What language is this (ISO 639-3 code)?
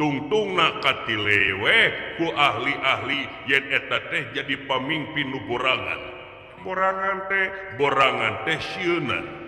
sun